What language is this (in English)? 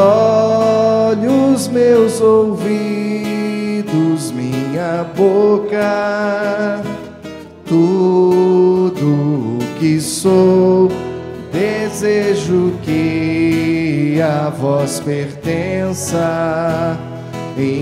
Portuguese